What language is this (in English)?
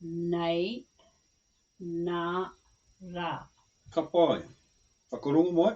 Māori